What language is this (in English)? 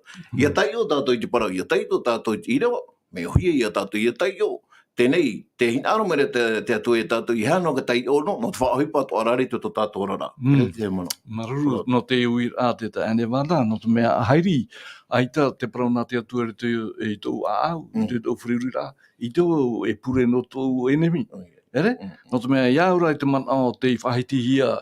Tahitian